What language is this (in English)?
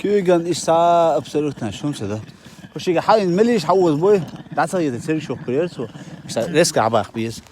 Chechen